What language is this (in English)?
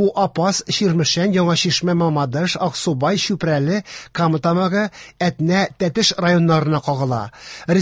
Tatar